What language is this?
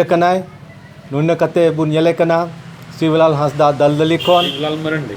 Santali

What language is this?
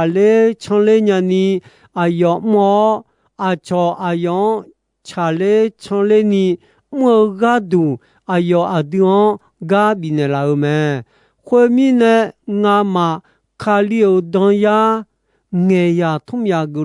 Akha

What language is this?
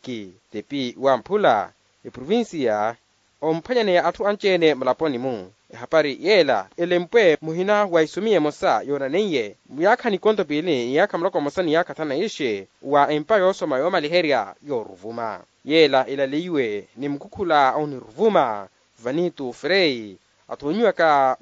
Makhuwa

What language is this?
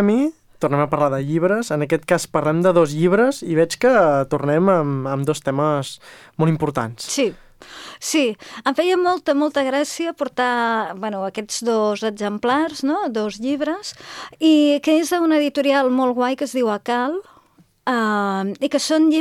Catalan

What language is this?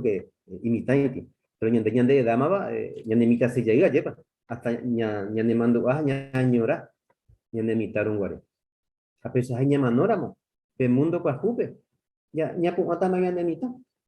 Guarani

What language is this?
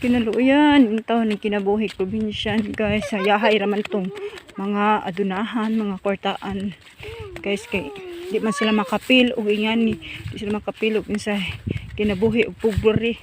Cebuano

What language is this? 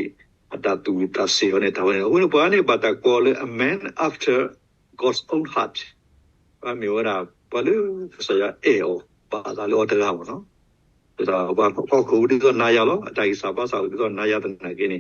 S'gaw Karen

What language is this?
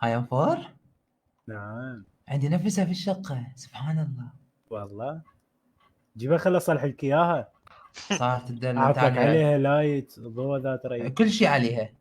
Mesopotamian Arabic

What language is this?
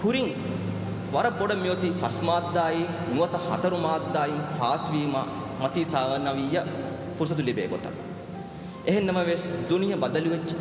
Divehi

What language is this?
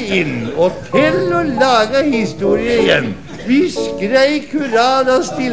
Norwegian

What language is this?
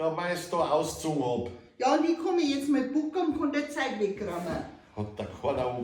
Bavarian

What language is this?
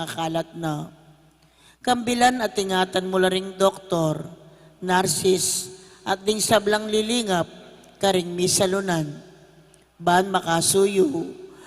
Pampanga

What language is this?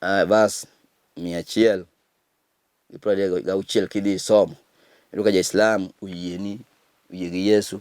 Luo (Kenya and Tanzania)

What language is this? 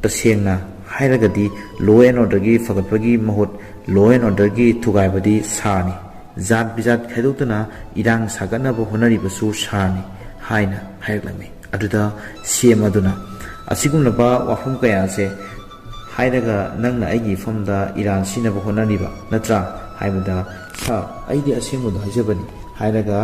Manipuri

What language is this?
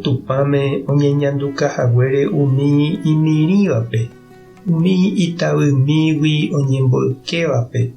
Guarani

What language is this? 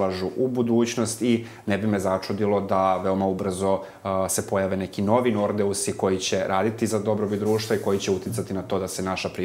Serbian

